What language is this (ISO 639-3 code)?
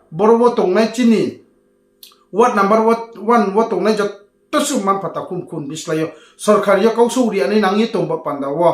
ria